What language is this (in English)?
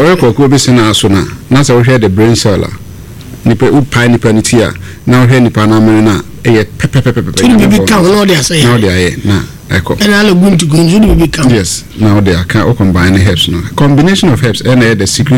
Akan